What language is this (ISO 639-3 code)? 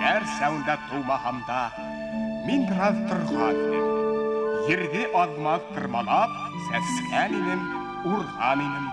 bak